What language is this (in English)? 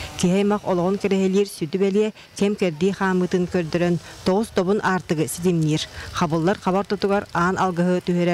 Yakut